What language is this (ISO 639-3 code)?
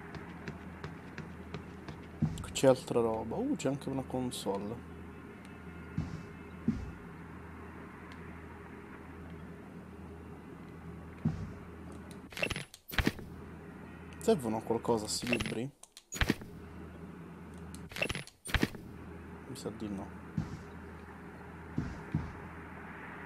ita